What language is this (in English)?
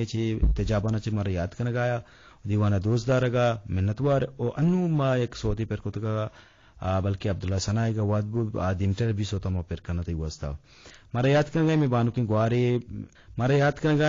Eastern Balochi